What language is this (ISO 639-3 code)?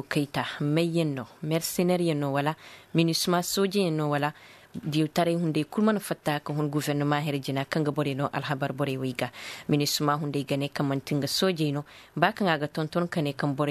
ses